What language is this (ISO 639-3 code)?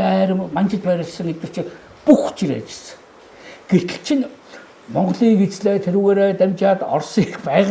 mon